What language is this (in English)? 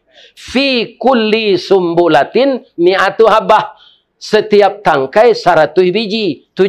Minangkabau